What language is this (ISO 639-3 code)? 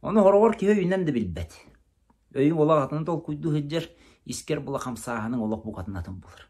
sah